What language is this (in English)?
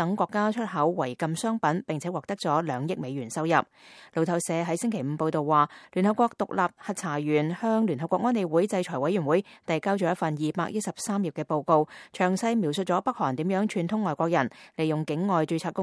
Cantonese